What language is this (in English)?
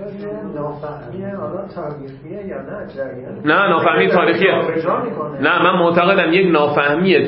Persian